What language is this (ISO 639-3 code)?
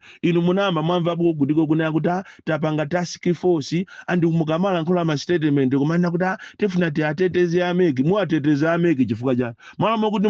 nya